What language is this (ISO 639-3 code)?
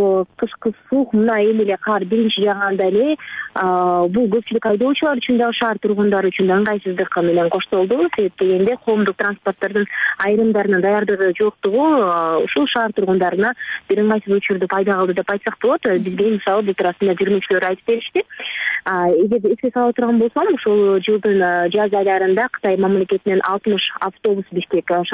kir